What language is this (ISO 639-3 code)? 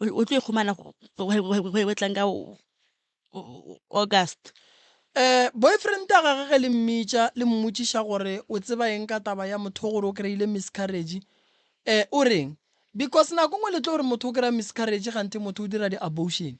nso